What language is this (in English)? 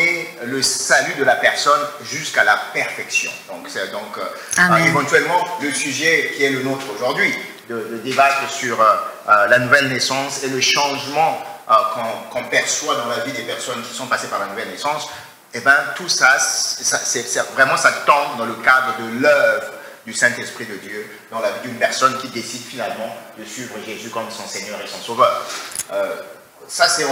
French